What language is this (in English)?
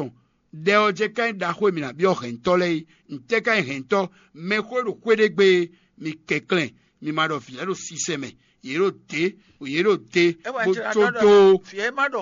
Fon